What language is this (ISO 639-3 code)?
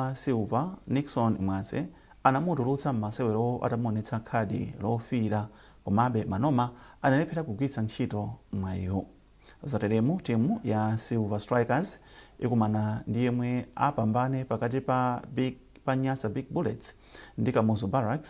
nya